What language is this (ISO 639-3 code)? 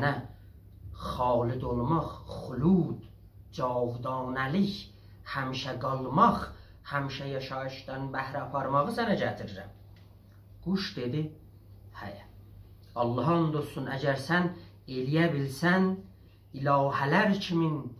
azb